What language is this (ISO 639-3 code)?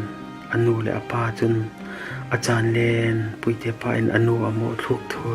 cfm